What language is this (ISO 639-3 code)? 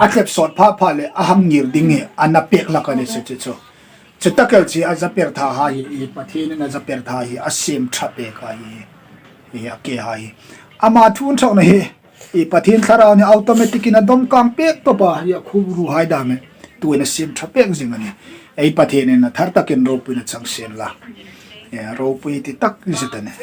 hmr